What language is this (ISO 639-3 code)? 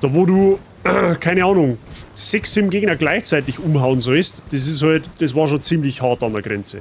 bar